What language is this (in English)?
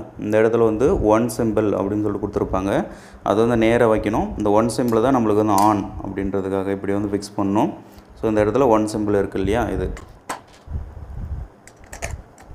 Tamil